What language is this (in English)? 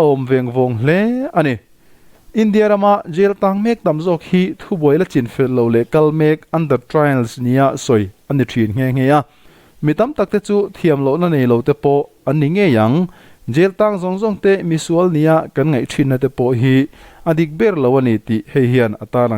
Mizo